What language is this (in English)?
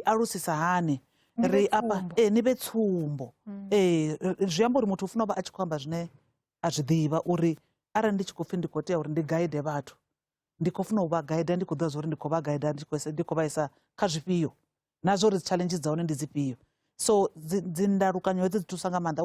Venda